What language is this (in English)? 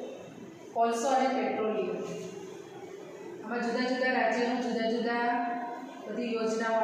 Gujarati